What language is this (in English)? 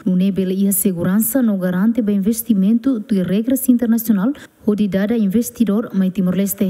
Tetum